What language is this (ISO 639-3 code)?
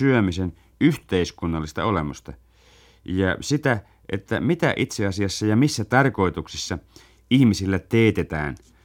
fin